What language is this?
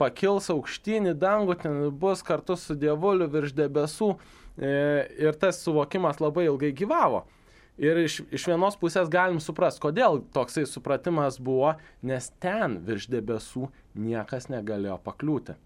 Lithuanian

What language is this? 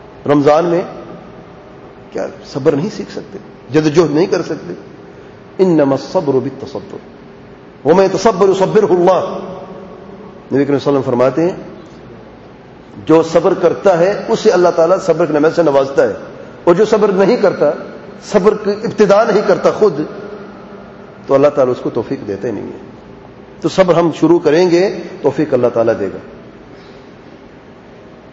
Urdu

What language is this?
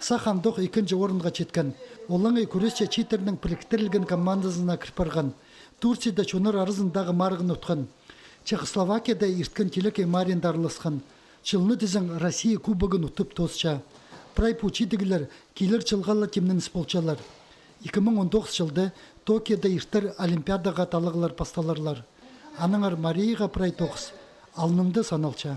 Khakas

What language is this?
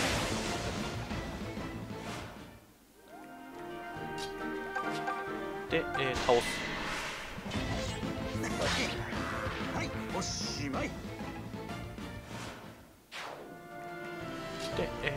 Japanese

